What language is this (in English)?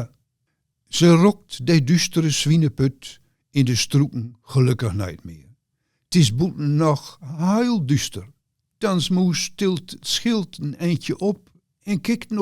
Gronings